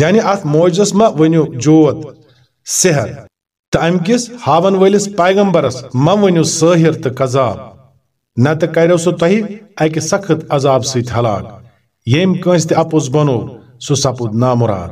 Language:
Kashmiri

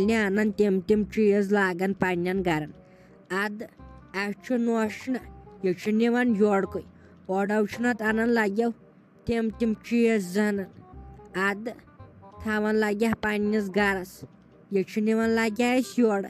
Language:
Kashmiri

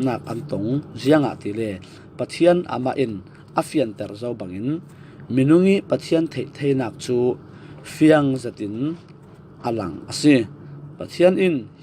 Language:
Falam Chin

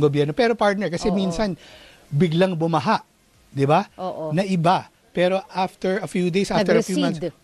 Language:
Filipino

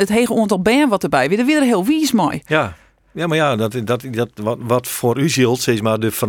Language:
Western Frisian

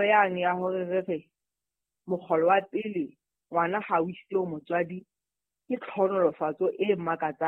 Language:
Southern Sotho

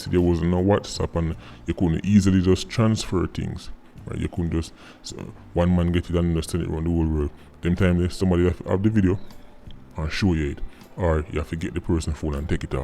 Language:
Jamaican Creole English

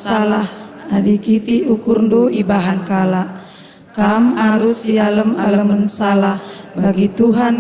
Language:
Batak Karo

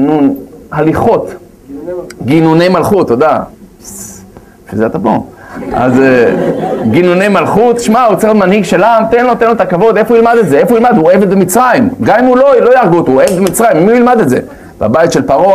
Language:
Hebrew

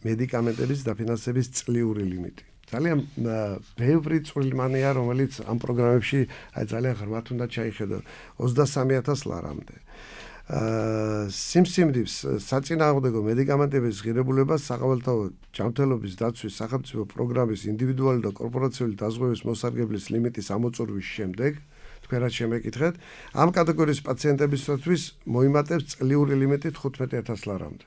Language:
Georgian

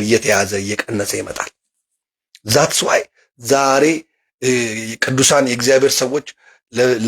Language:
Amharic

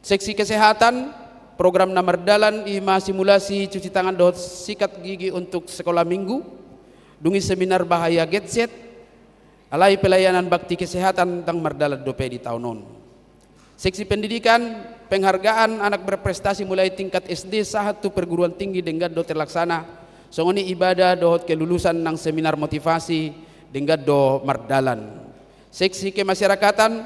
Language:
Batak Toba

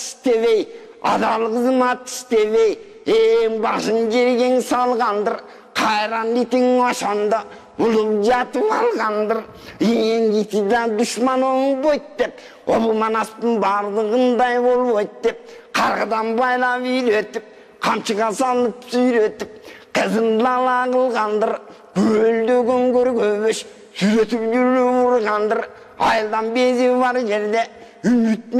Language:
Kyrgyz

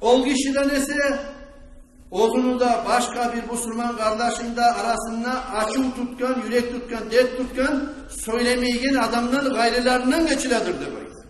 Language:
Kumyk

